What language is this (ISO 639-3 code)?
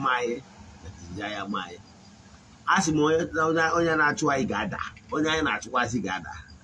ibo